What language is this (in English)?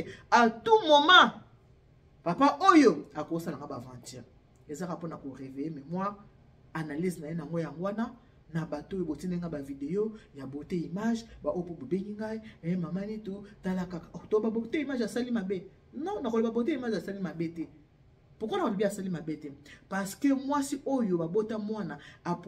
Lingala